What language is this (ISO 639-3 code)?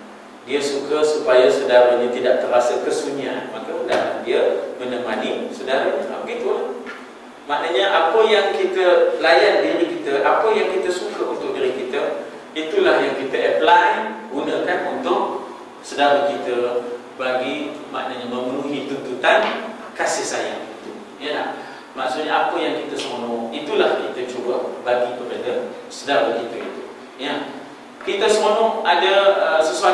msa